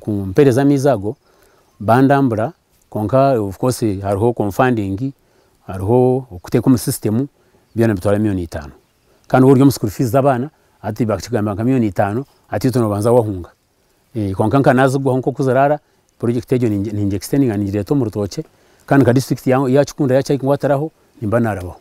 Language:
Nyankole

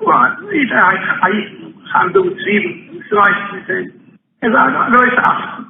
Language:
Yiddish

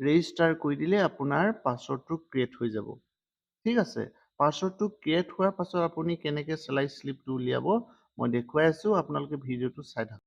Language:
Assamese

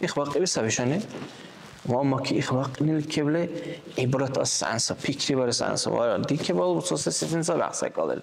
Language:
Dargwa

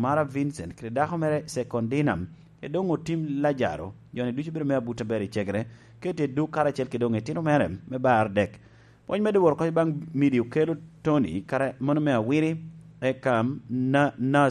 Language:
Lango (Uganda)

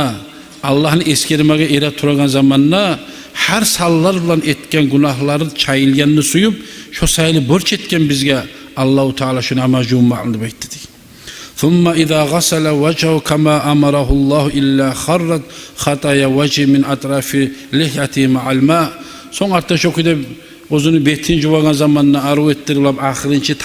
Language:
Kumyk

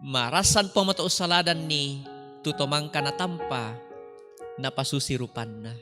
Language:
Toraja-Sa'dan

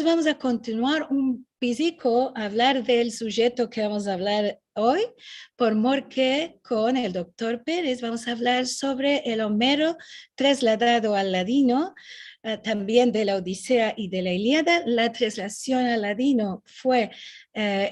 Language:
Ladino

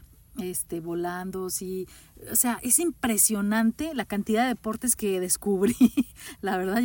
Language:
Spanish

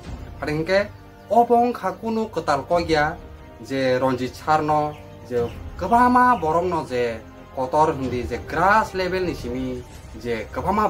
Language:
Kok Borok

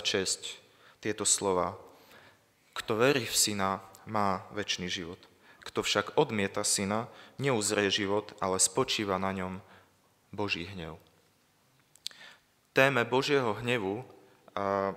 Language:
Slovak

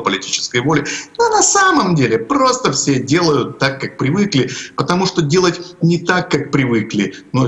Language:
Russian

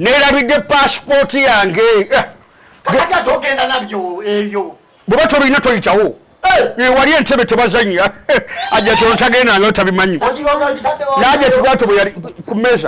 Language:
Ganda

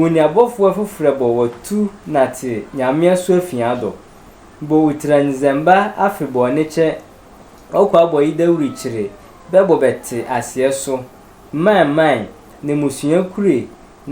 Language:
Sehwi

